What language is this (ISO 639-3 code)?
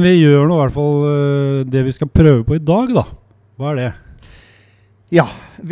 nor